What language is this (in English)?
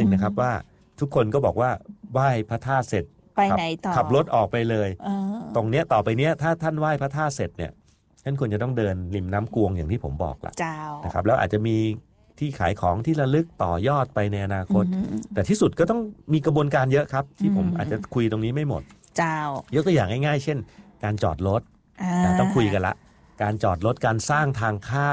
Thai